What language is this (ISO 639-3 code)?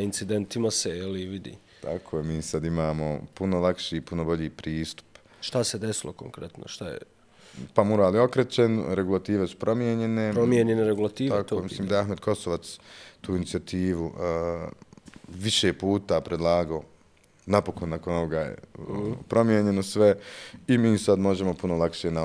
bos